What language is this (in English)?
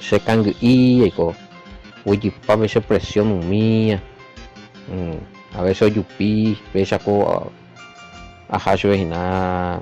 Guarani